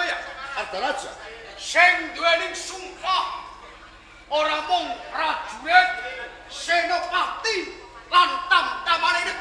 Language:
Javanese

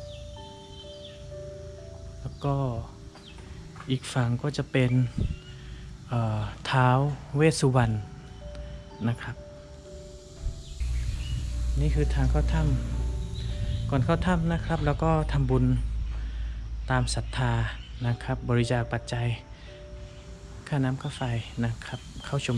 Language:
Thai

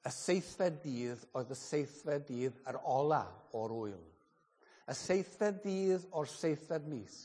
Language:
Welsh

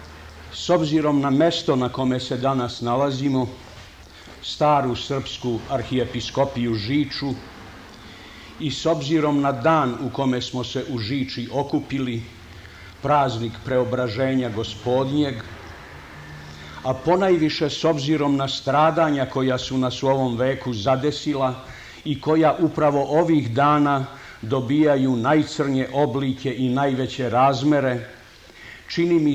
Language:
Serbian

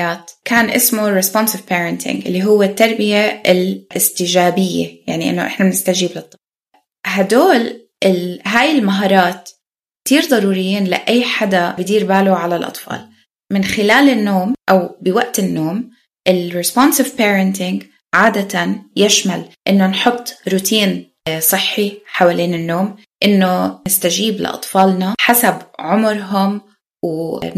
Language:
North Levantine Arabic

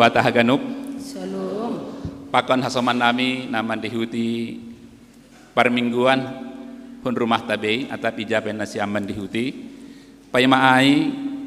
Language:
Batak Simalungun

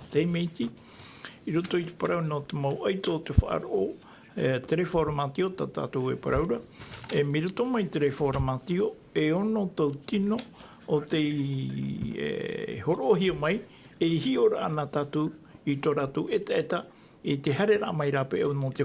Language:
Tahitian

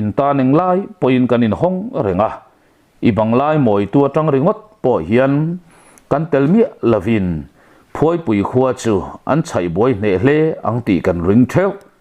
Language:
Mizo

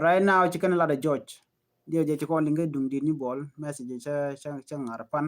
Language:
Nuer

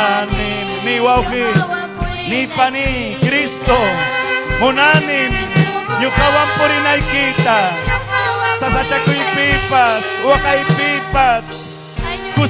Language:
Ayacucho Quechua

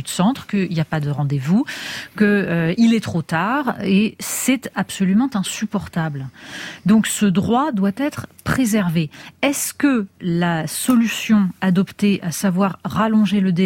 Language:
French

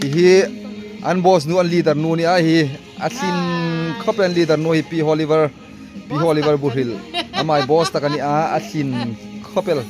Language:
Hmar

